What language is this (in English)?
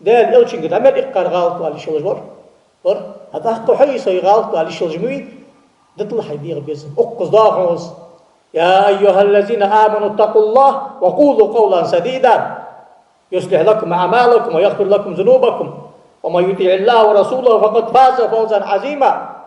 Ingush